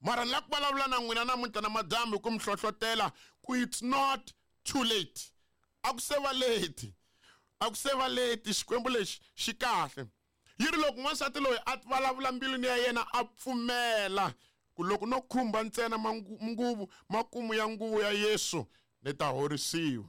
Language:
Tsonga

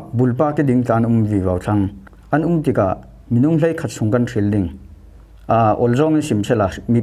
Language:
Falam Chin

